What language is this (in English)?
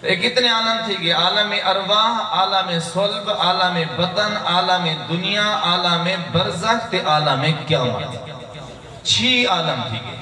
Saraiki